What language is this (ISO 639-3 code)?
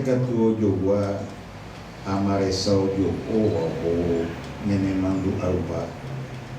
grn